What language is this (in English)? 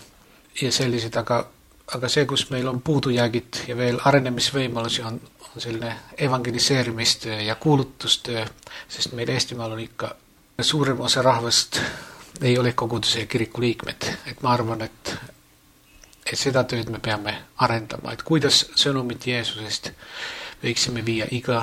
Estonian